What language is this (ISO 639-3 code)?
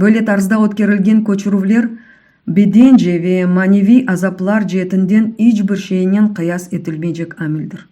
crh